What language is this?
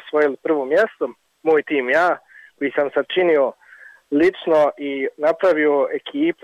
Bosnian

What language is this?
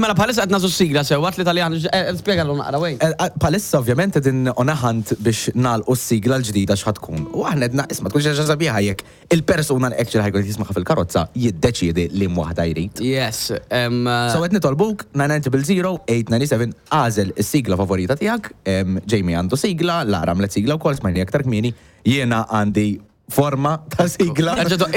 Maltese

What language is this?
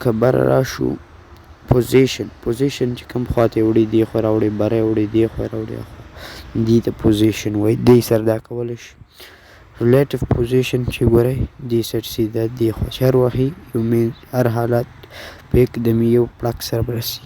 Pashto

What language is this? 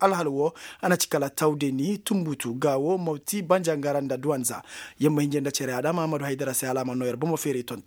Koyraboro Senni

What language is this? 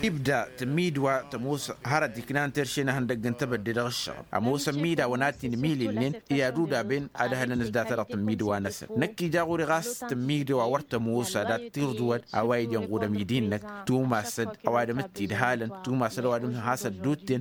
Tamasheq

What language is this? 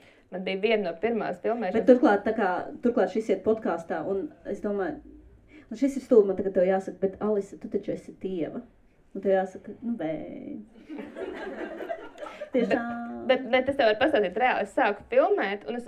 Latvian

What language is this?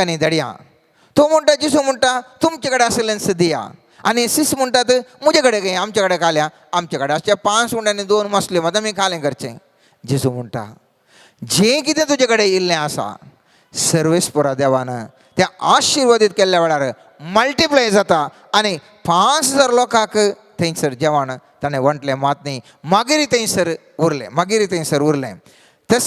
Konkani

